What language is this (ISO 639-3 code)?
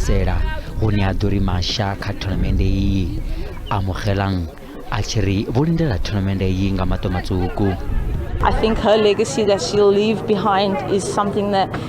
ven